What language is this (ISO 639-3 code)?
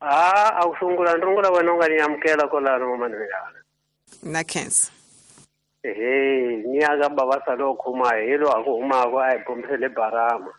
tso